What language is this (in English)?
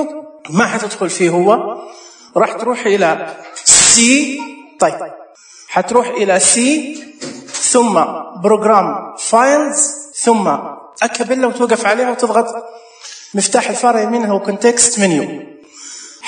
Najdi Arabic